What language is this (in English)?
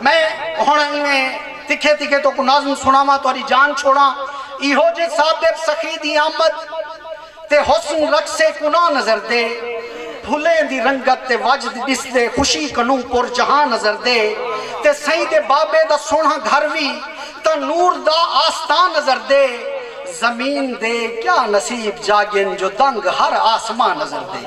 Saraiki